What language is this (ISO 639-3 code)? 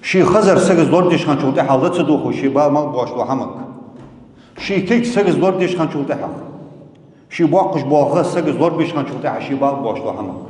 inh